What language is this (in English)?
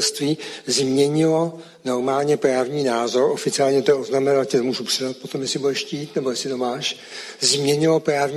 Czech